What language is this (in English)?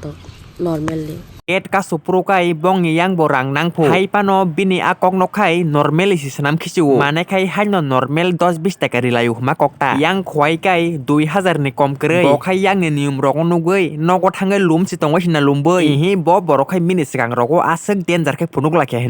Kok Borok